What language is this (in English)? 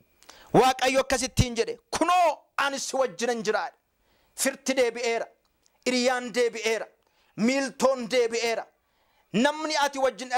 Oromo